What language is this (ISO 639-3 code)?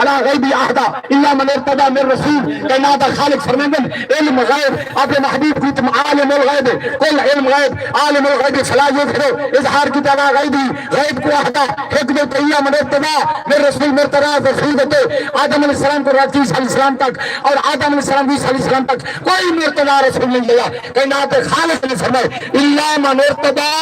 skr